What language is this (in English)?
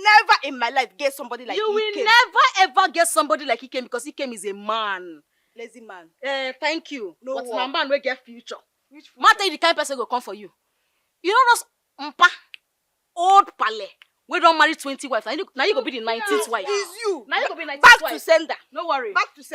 Nigerian Pidgin